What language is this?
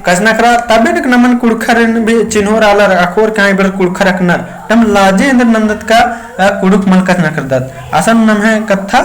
Kurukh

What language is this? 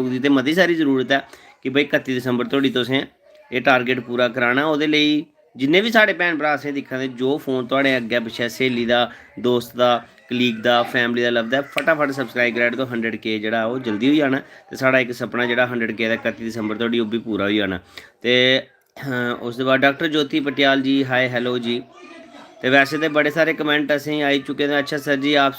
Dogri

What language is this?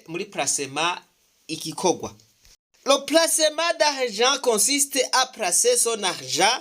Rundi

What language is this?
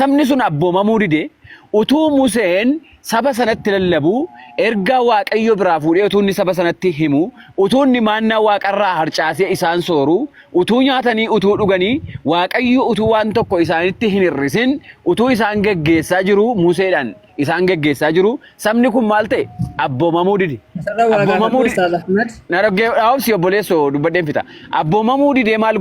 Oromo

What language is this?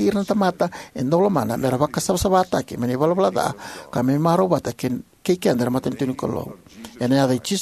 Fijian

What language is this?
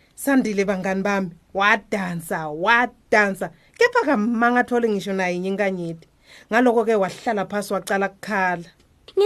Swati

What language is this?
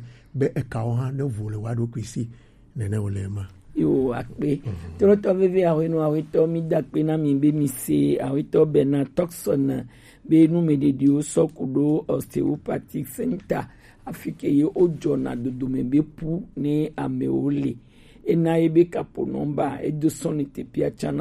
Gen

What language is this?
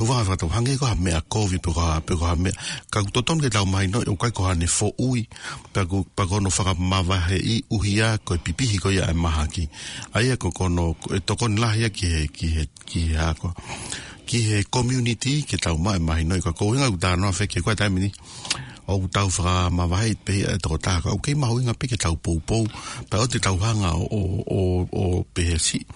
Tongan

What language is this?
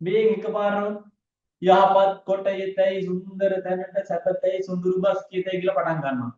Sinhala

